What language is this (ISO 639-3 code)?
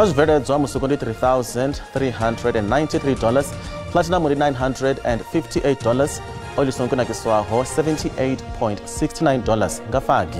ven